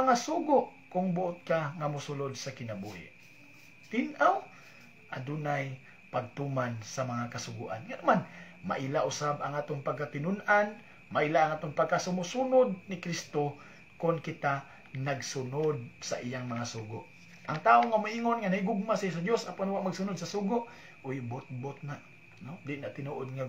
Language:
Cebuano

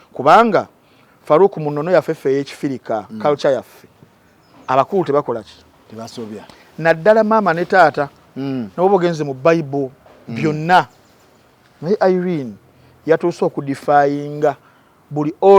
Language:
Ganda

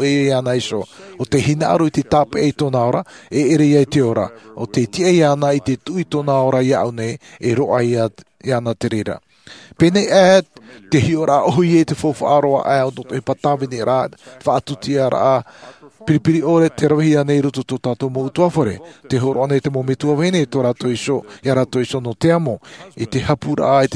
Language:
Tahitian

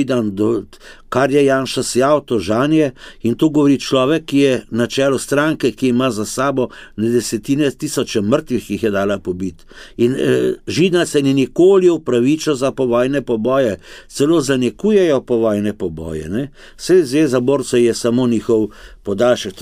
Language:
Slovenian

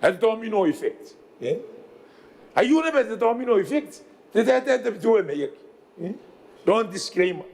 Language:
Gilbertese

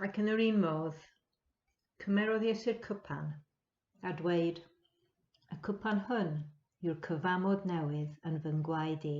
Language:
Welsh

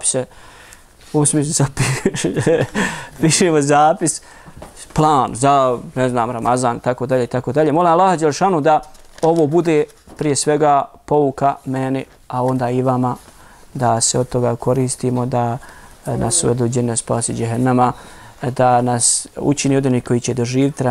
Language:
Bosnian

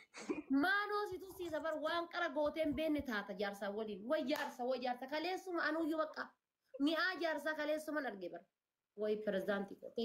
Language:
Oromo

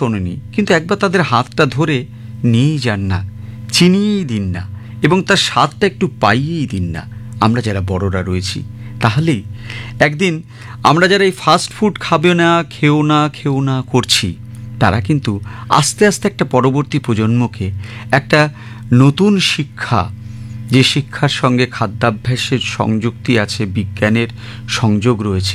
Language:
Bangla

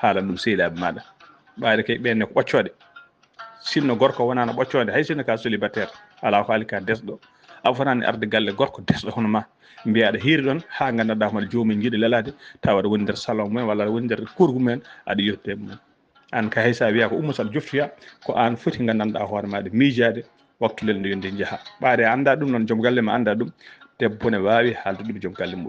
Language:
Fula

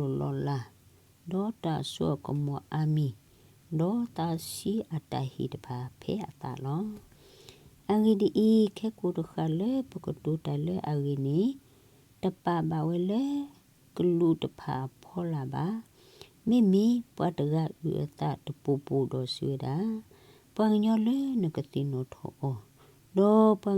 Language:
S'gaw Karen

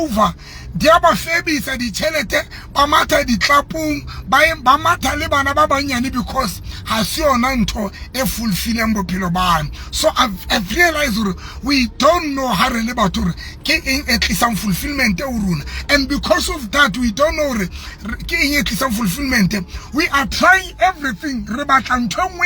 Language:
Southern Sotho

